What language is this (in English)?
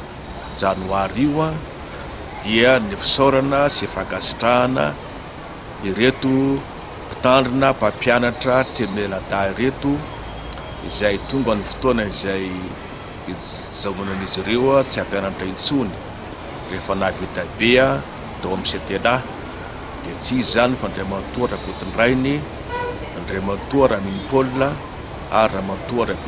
Malagasy